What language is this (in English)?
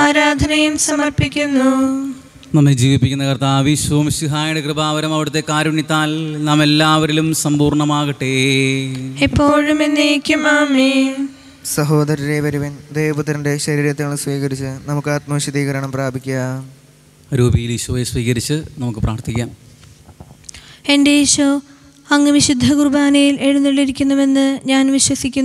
Malayalam